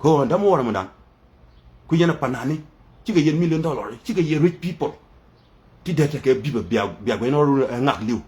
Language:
Nuer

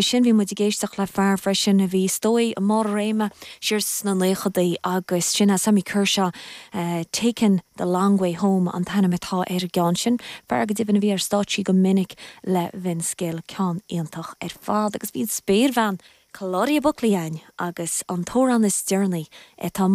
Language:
Irish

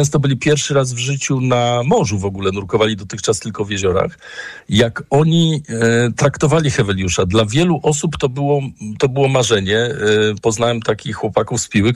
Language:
Polish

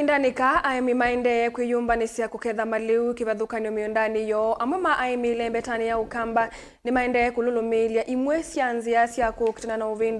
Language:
Kamba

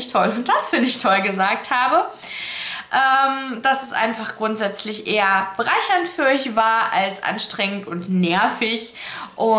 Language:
German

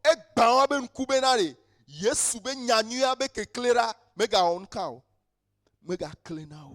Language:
Ewe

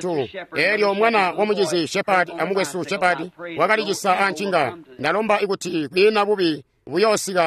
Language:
Tonga (Zambia)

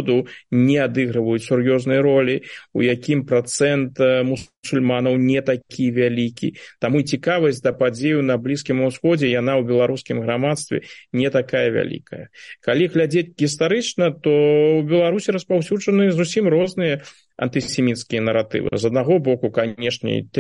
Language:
Belarusian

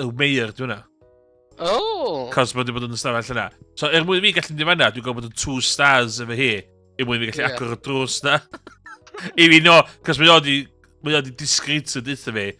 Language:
Welsh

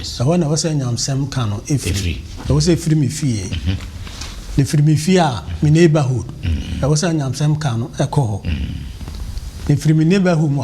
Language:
Akan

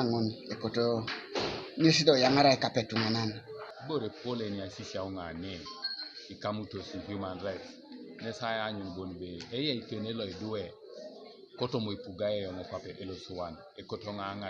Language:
Teso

